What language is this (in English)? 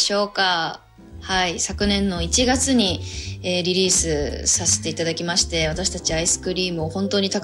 Japanese